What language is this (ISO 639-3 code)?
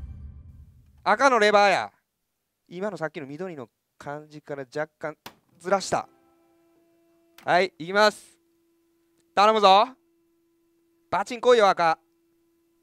jpn